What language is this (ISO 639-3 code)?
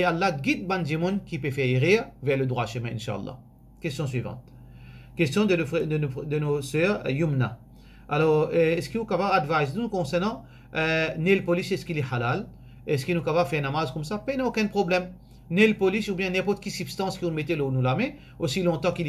mfe